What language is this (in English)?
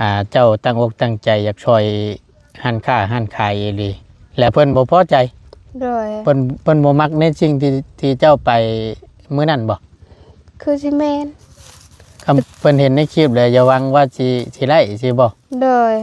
Lao